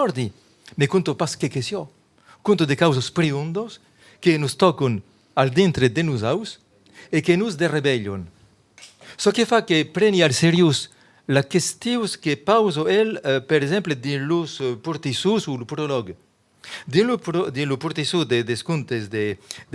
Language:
Occitan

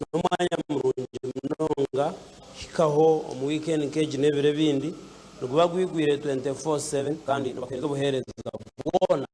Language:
Nyankole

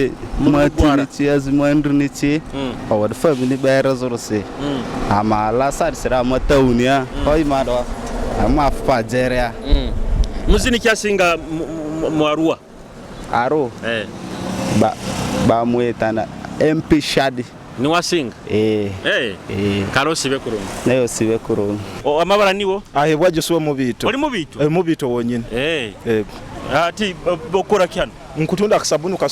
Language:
Nyoro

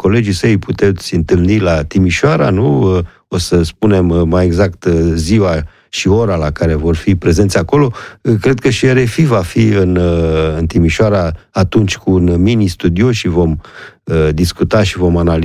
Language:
Romanian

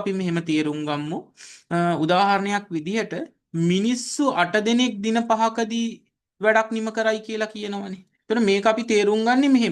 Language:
Sinhala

